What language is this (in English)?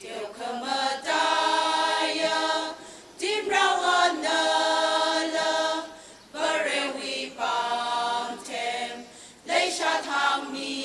Tangkhul Naga (India)